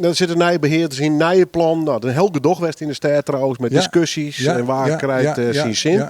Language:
Western Frisian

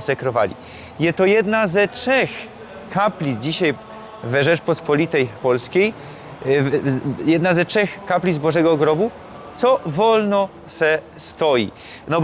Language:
Silesian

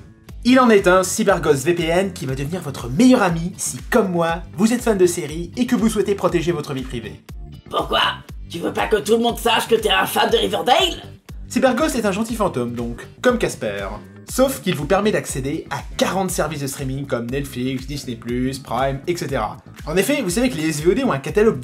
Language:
French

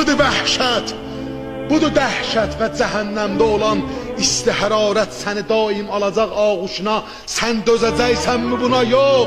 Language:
South Azerbaijani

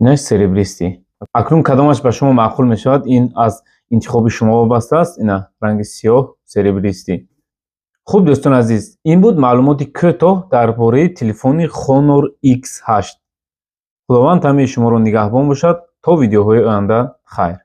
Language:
Tajik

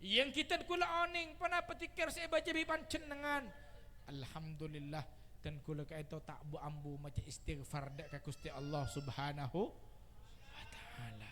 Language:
Madurese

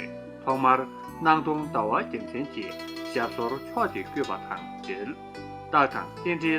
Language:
Tibetan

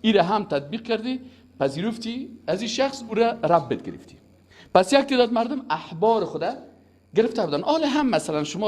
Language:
Persian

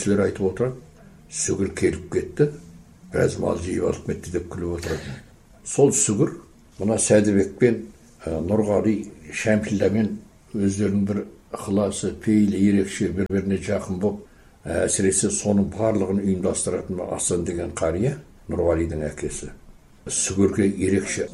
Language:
Kazakh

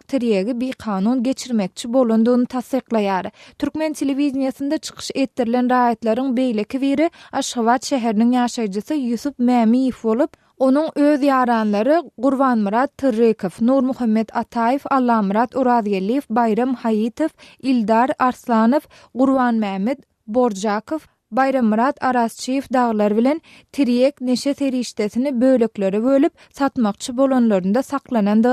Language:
Turkmen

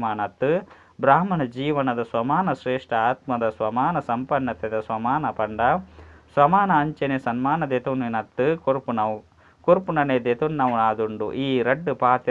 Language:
Tulu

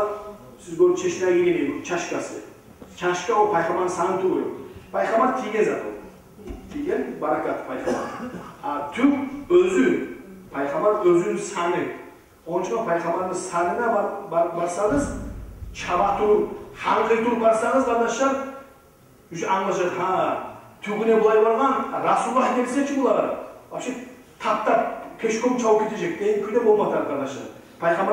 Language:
Kumyk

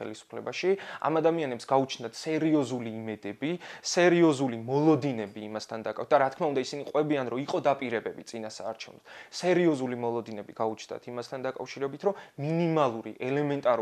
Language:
Georgian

